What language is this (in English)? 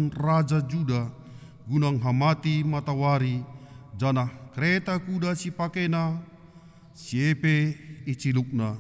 Batak Karo